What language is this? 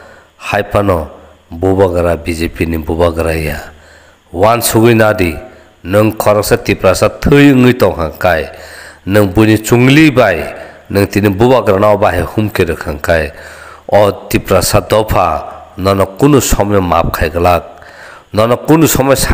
Kok Borok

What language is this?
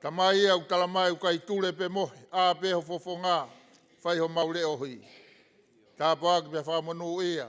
Tongan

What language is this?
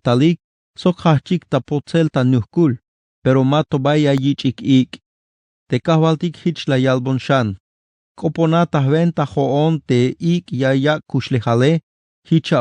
Tzeltal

